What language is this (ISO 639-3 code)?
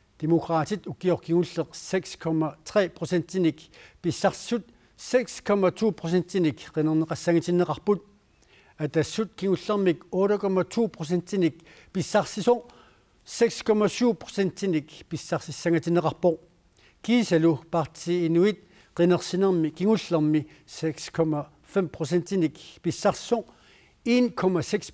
kal